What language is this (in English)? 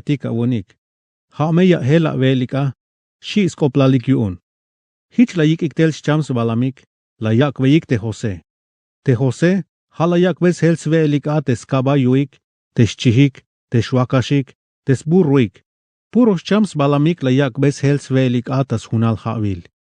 Tzeltal